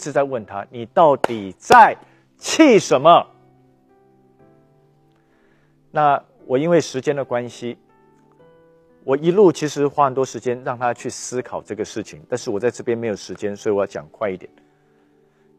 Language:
Chinese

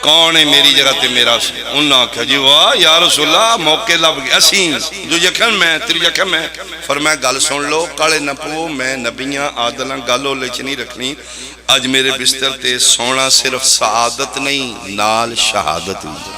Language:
Pahari-Potwari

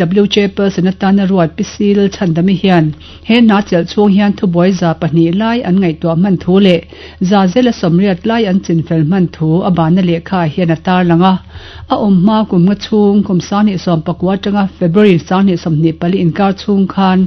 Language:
Mizo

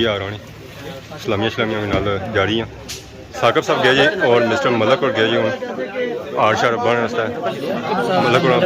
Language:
Pahari-Potwari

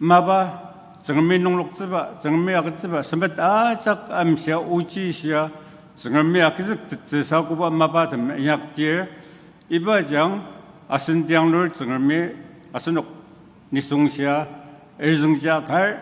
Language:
Ao Naga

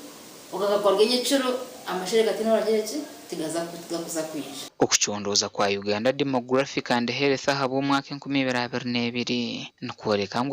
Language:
Nyankole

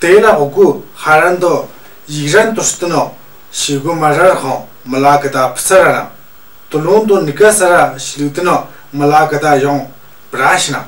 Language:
Tu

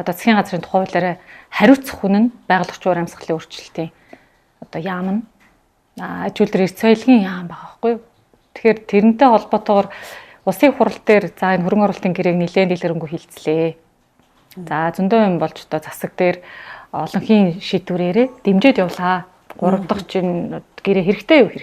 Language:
Mongolian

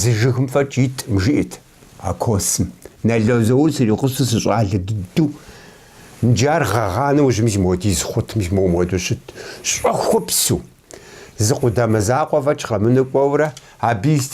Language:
Kabardian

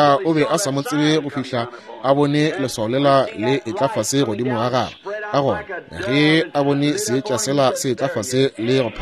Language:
Northern Sotho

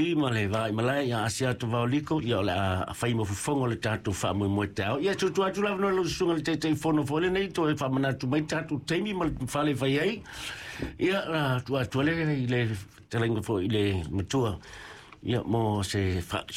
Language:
Samoan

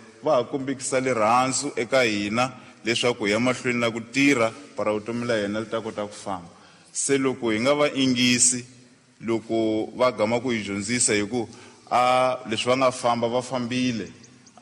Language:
Tsonga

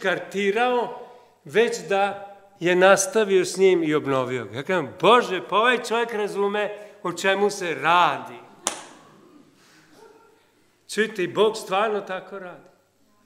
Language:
Serbian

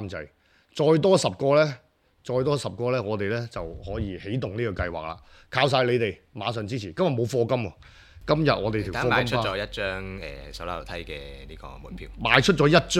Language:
Cantonese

